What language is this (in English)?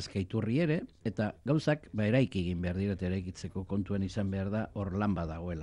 Basque